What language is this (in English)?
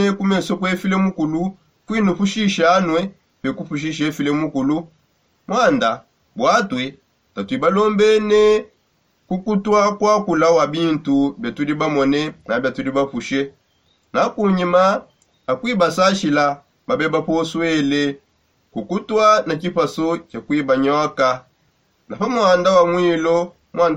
Songe